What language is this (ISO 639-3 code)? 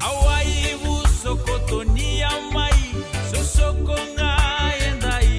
fij